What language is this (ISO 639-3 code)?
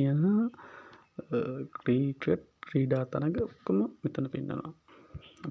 sin